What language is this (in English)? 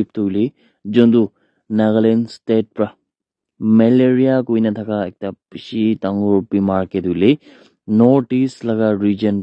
Naga Pidgin